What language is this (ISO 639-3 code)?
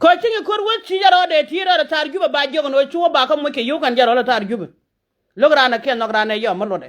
nus